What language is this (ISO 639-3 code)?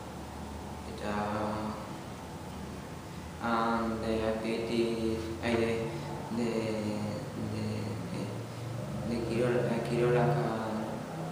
eus